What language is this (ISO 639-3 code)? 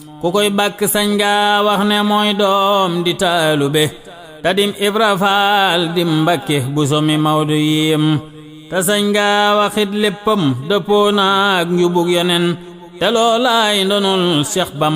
wol